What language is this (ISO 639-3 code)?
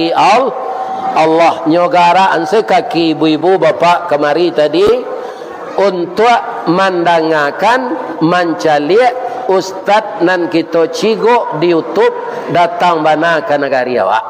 min